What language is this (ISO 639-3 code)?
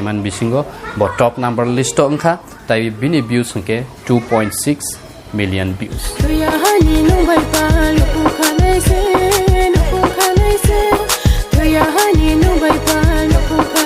trp